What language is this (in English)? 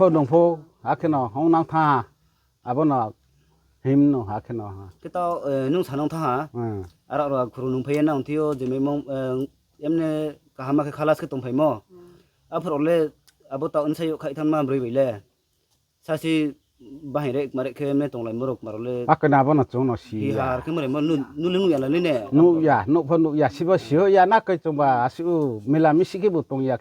Riang (India)